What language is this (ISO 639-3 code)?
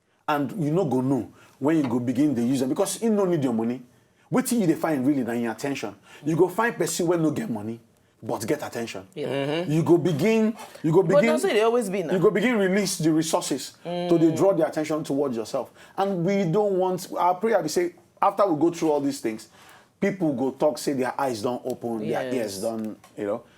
pcm